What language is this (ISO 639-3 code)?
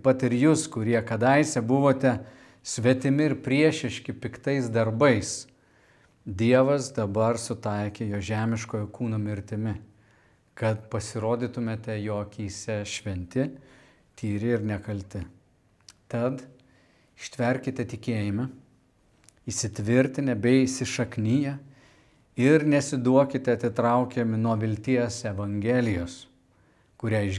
lit